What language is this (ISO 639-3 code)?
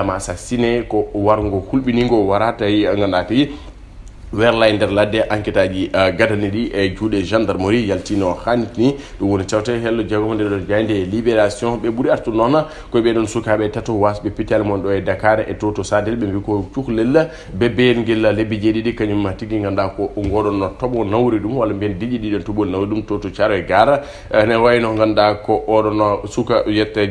ful